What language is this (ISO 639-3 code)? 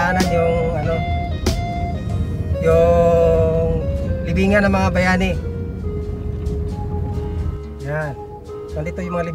fil